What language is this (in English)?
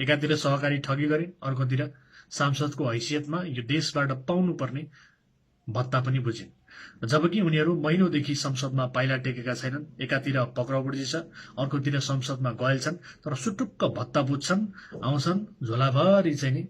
Nepali